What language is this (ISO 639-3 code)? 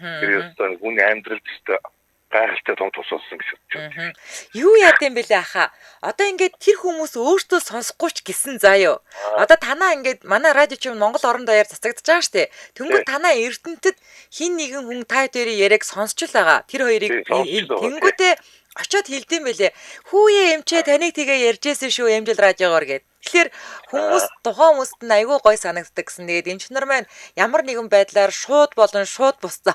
mon